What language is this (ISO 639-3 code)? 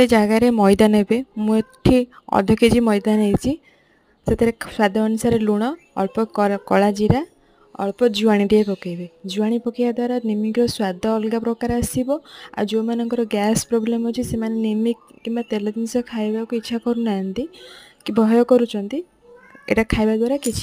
ori